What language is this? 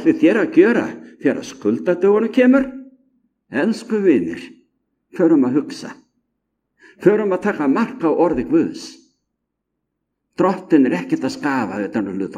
Icelandic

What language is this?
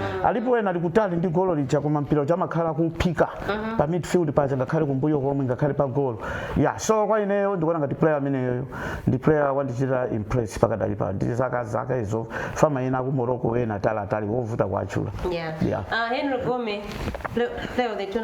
Nyanja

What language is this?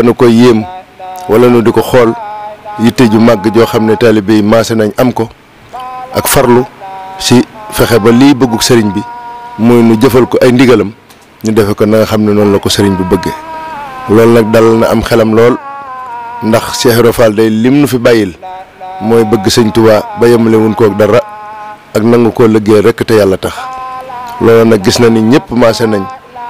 Wolof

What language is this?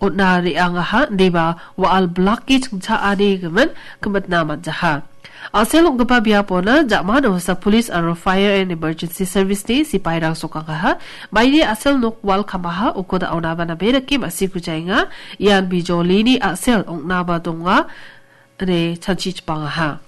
Garo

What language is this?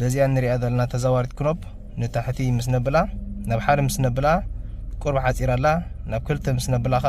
Tigrinya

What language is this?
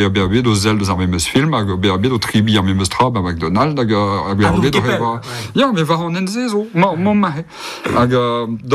Breton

